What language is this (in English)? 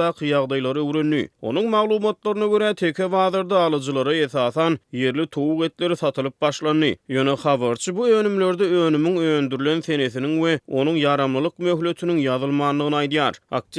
Turkmen